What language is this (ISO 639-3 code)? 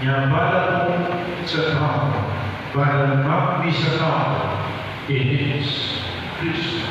pam